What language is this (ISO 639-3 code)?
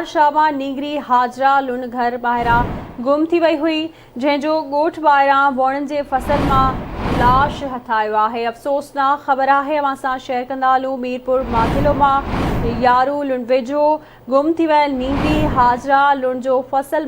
snd